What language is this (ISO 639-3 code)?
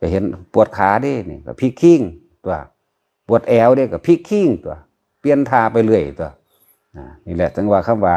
lao